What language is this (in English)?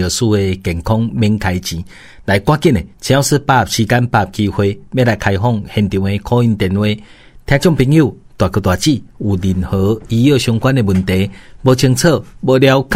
Min Nan Chinese